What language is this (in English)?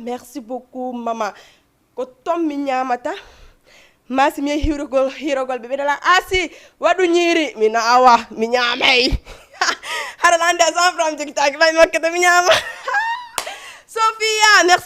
Fula